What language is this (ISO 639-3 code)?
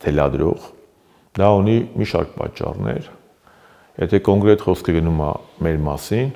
hye